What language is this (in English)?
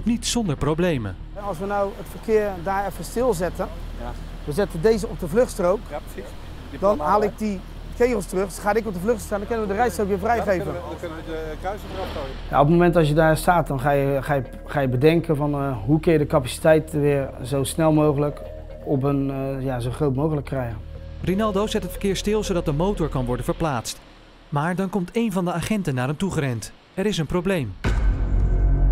Dutch